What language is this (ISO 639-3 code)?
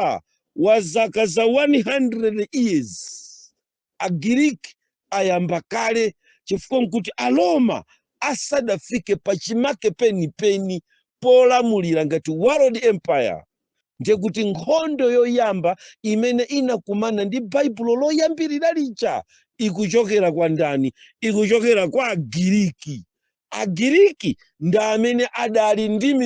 nya